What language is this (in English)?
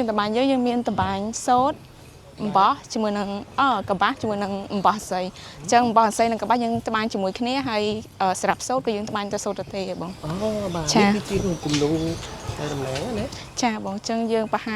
Khmer